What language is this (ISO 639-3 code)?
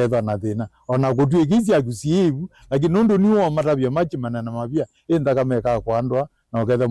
kam